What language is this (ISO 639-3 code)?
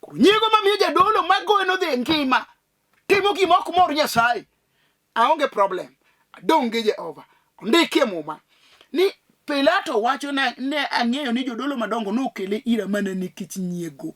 luo